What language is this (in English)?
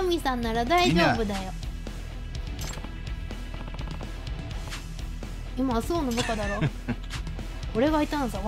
Japanese